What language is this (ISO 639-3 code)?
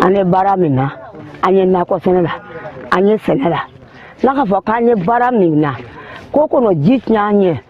bam